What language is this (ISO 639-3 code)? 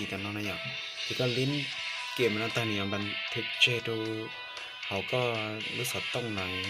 hmn